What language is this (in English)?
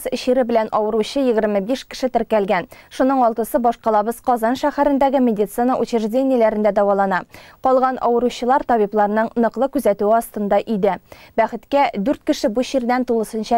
Tatar